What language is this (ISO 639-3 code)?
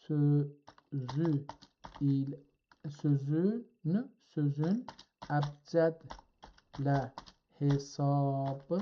azb